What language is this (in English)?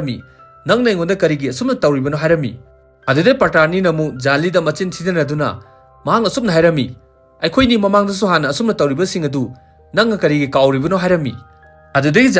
Manipuri